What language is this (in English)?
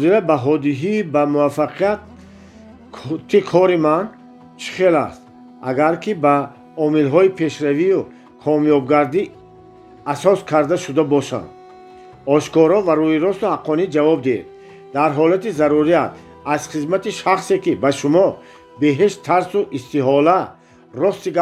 Tajik